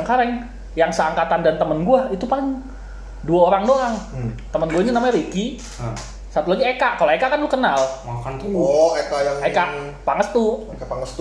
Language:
Indonesian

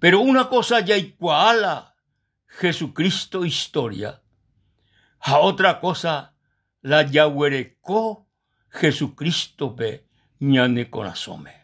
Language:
Guarani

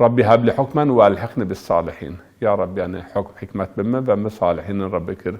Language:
Zaza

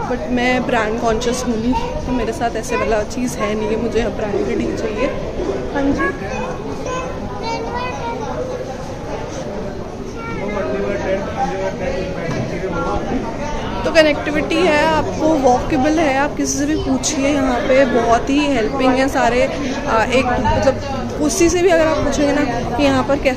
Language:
Hindi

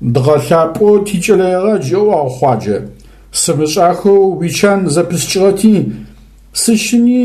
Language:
Adyghe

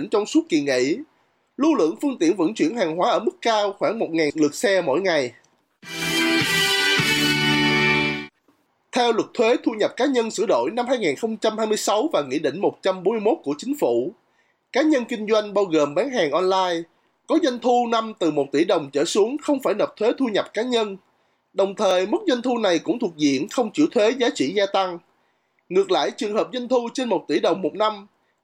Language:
Vietnamese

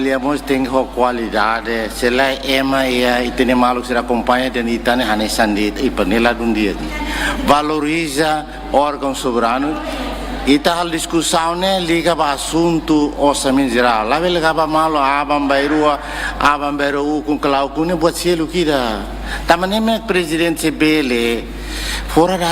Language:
Tetum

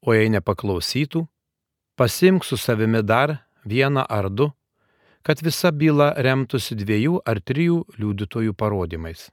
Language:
Lithuanian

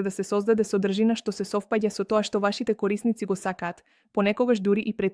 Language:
Macedonian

